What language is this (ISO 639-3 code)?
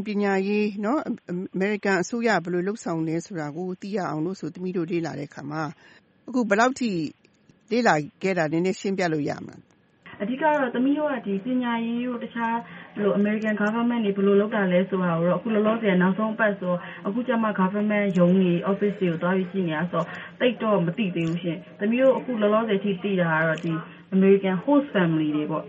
mya